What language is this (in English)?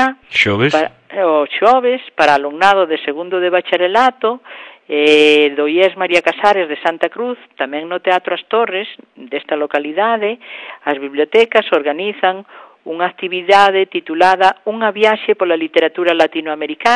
Galician